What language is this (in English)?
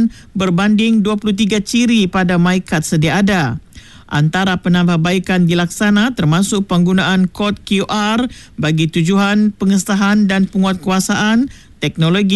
Malay